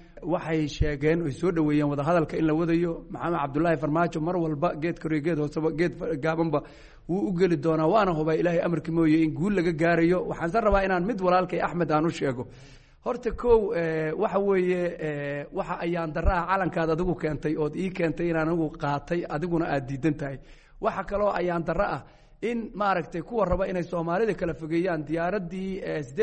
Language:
Somali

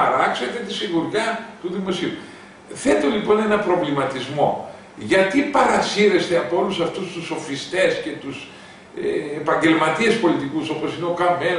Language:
Greek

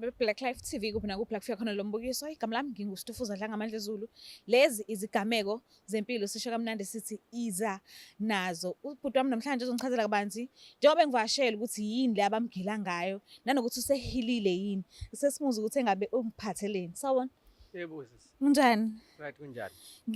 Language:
Zulu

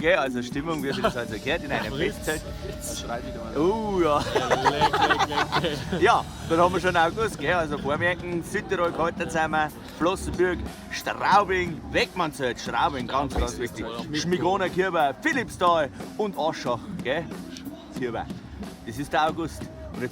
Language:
Bavarian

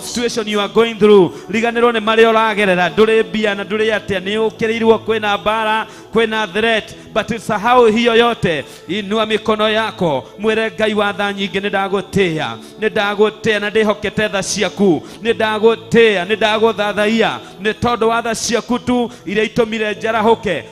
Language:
Kikuyu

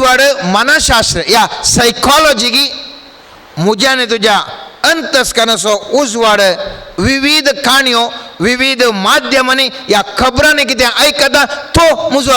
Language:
Konkani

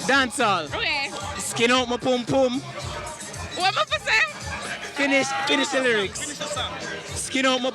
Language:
Jamaican Creole English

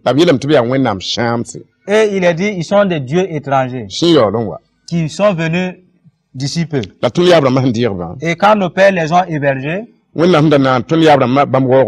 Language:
Mossi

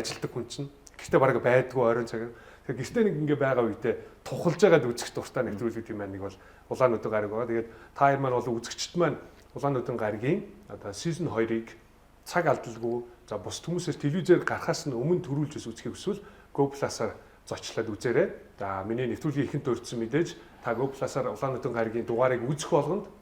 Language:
Mongolian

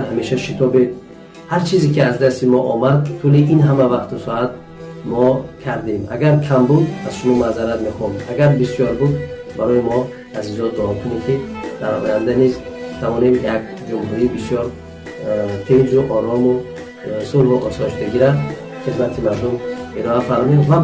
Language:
Tajik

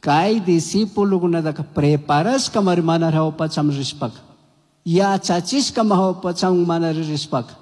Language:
Chimborazo Highland Quichua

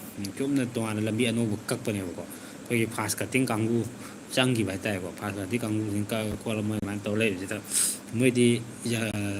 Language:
Manipuri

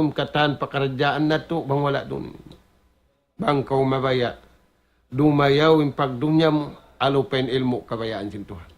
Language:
Tausug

